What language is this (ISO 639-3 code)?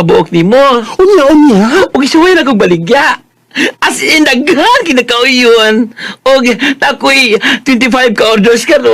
ceb